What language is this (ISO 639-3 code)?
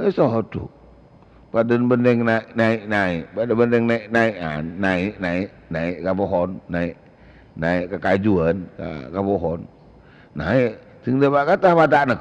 mad